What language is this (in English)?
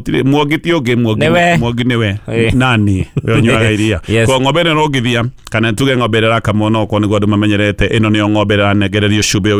Kikuyu